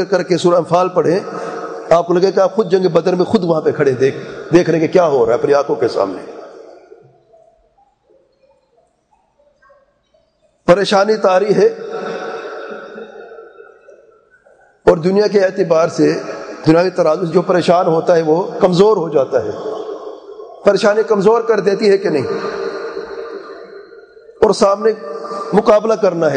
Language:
Urdu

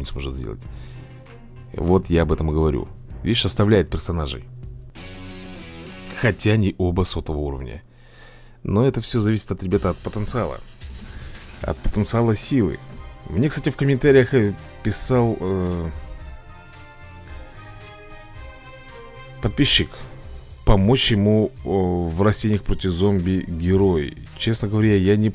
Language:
Russian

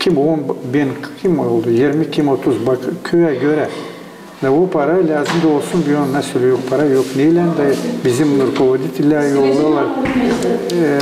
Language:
Gagauz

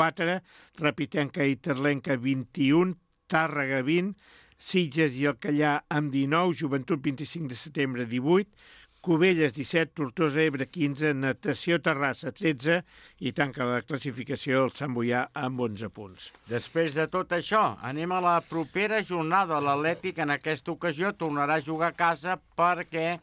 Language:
Catalan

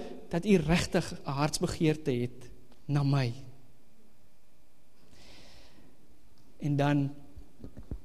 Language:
Afrikaans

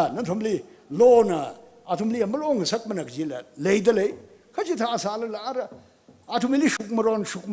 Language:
Tangkhul Naga (India)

